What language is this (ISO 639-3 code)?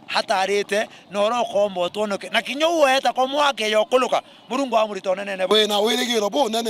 mer